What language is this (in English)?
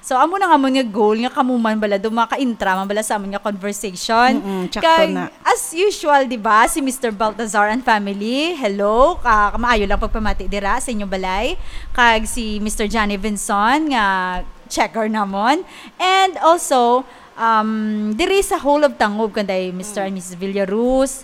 Hiligaynon